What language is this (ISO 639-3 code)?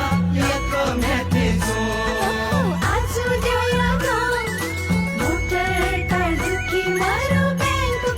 new